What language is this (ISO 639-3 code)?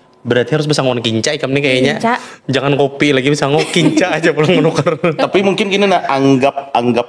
bjn